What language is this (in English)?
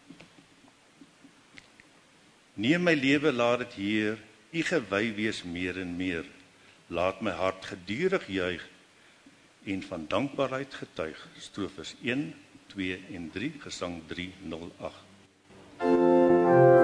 Afrikaans